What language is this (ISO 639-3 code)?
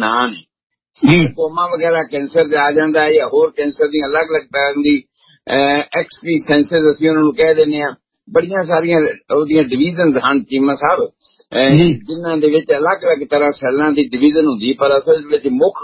pan